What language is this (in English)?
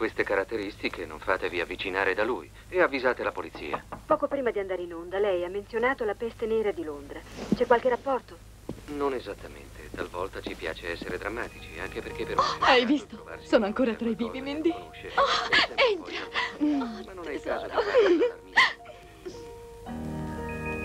Italian